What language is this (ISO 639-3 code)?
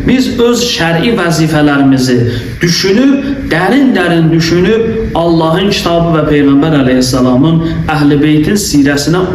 aze